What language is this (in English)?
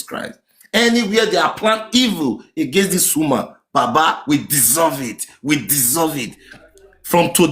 Nigerian Pidgin